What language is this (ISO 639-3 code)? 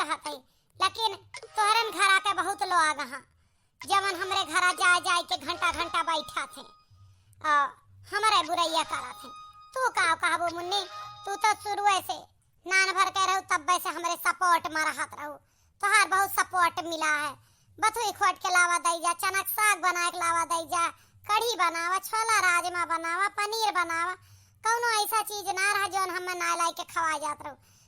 awa